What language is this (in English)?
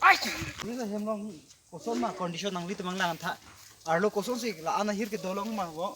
Karbi